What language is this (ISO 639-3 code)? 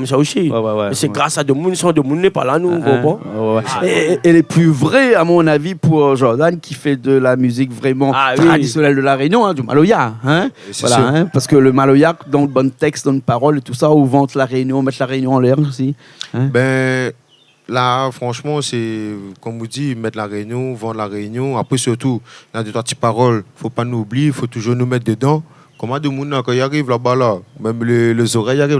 rcf